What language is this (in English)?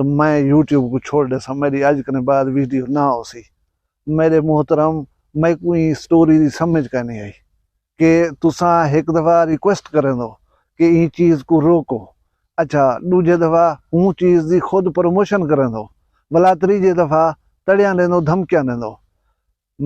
Saraiki